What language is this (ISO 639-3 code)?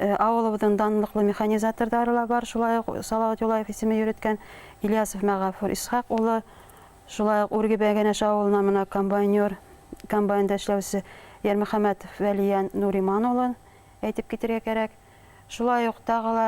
bak